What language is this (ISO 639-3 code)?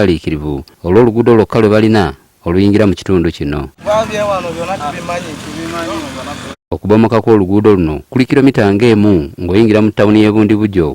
lug